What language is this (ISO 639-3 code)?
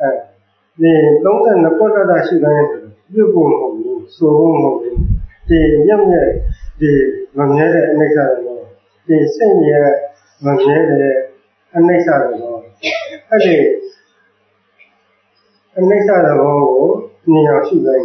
mya